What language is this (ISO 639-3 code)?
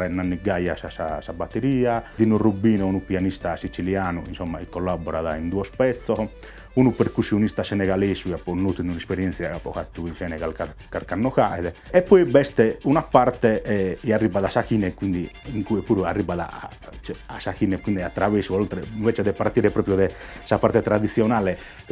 srd